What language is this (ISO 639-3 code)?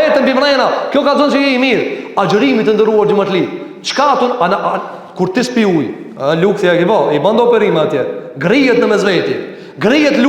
sqi